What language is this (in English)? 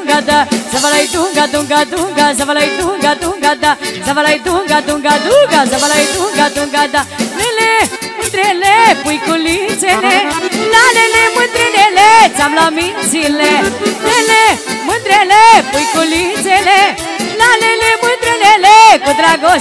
Romanian